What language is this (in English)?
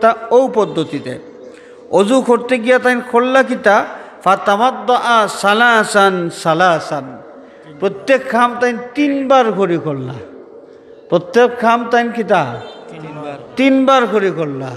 Sylheti